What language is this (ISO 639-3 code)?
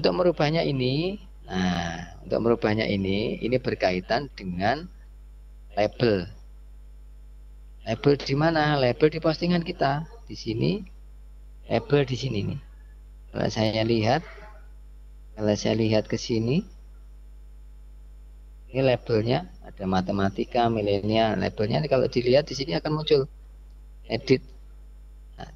ind